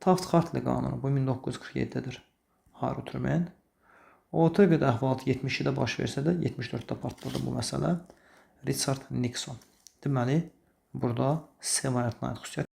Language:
Azerbaijani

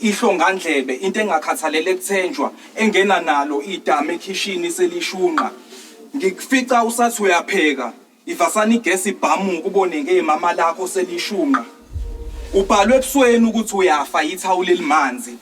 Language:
Zulu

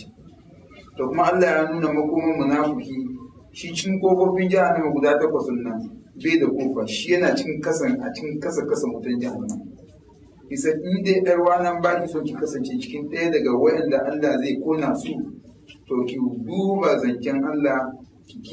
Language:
Hausa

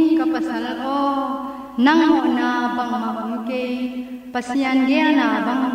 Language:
Tedim Chin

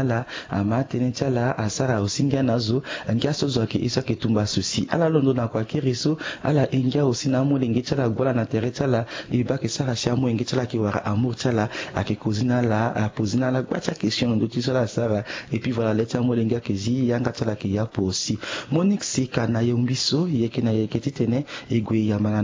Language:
Sango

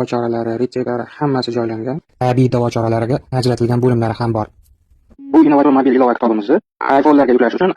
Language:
Uzbek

